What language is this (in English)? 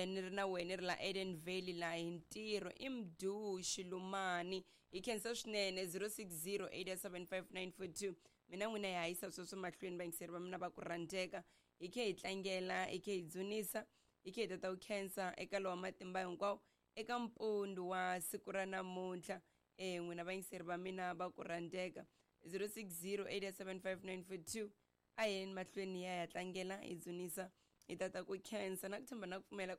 Tsonga